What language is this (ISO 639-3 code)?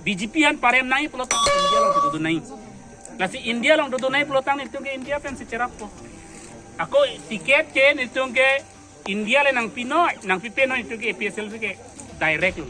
mjw